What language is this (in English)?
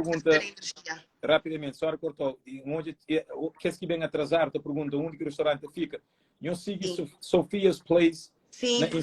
Kabuverdianu